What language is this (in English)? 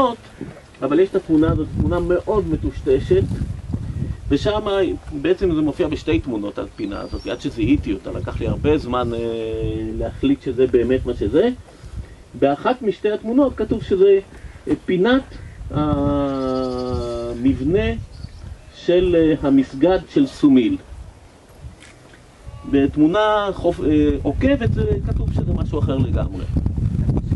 Hebrew